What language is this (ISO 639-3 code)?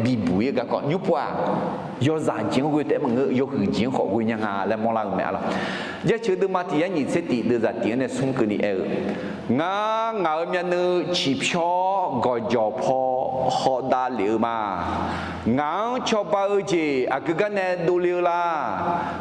ahk